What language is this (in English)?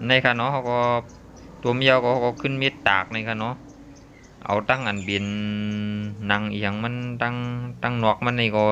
Shan